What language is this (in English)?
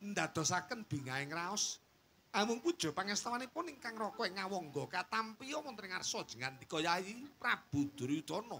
Javanese